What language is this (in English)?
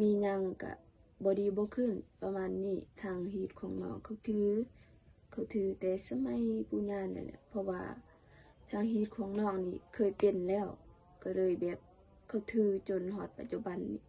Lao